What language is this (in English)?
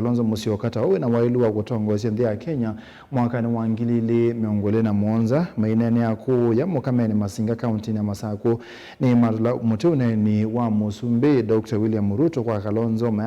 Kamba